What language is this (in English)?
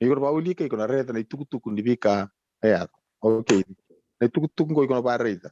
Fijian